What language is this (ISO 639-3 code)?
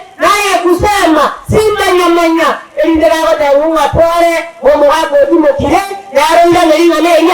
guz